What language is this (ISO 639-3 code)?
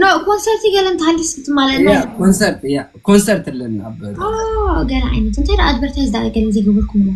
tir